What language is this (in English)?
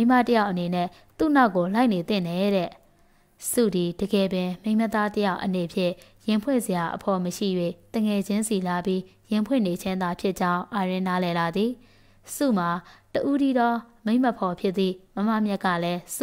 Burmese